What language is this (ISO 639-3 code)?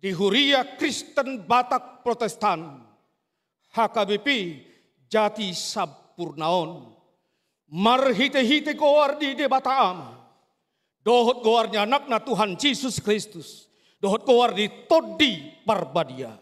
bbc